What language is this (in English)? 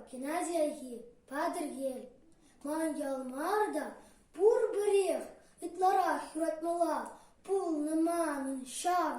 Chuvash